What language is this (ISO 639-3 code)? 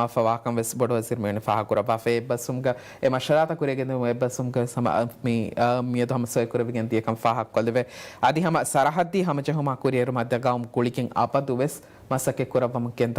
div